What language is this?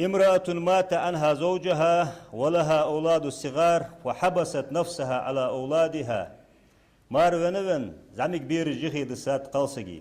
Ingush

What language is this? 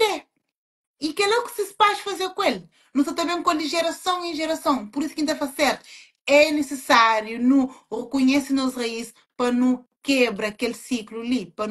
Kabuverdianu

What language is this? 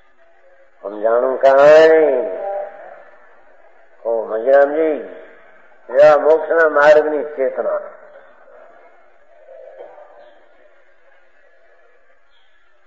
Gujarati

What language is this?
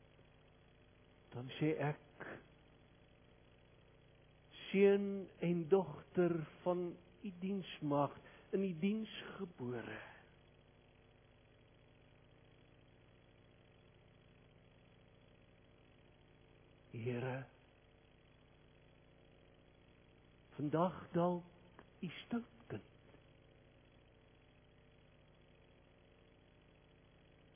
Afrikaans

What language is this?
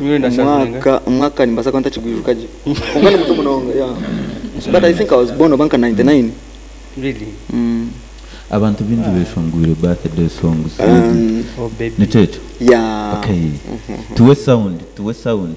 Nyankole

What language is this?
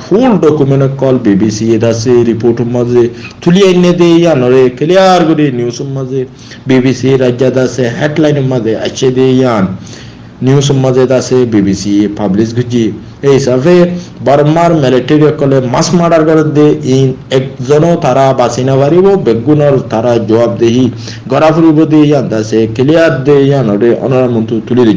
Rohingya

